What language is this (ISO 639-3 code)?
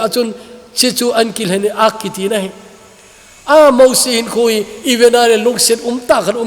tcz